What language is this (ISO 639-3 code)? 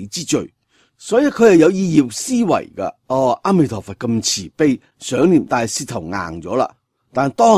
yue